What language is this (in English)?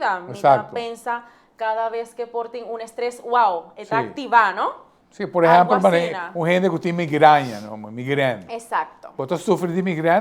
Papiamento